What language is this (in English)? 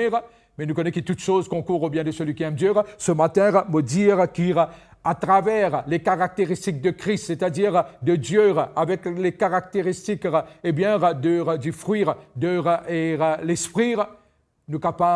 Morisyen